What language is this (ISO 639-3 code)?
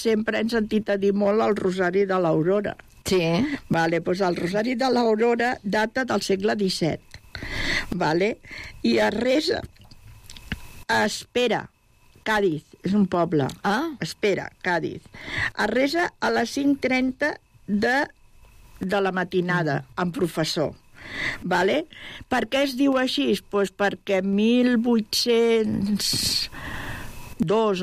cat